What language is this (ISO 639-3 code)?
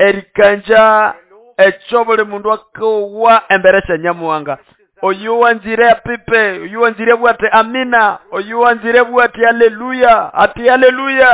nnb